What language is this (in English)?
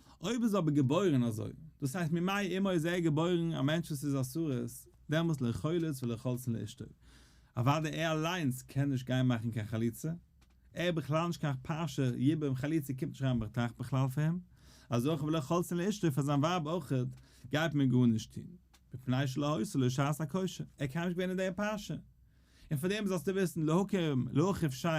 Yiddish